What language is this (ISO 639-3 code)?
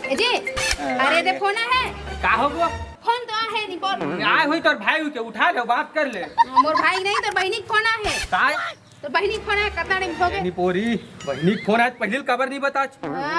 hne